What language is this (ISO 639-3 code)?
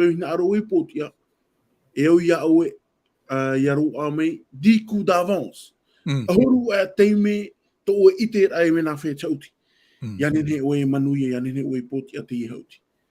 tah